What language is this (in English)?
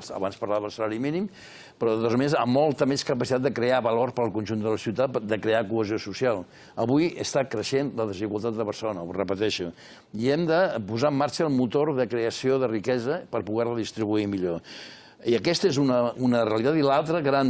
Catalan